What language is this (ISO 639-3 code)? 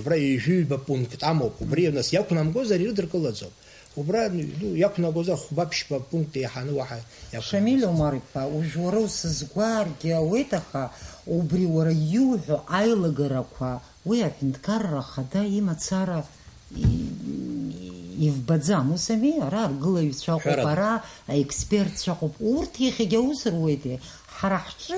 abk